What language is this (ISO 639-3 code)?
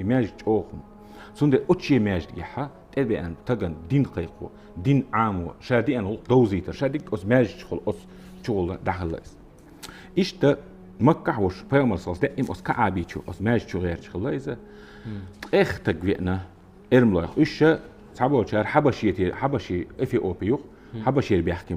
che